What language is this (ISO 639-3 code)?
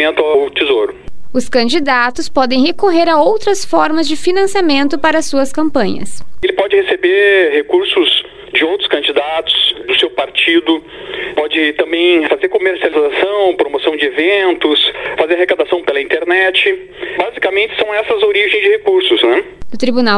por